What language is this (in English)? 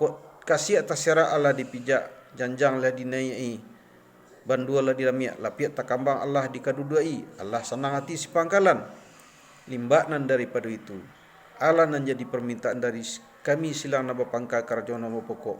Minangkabau